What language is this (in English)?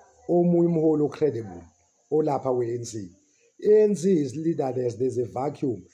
Zulu